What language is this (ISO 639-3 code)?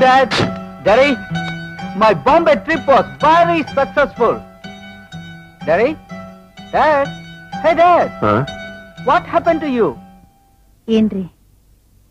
kan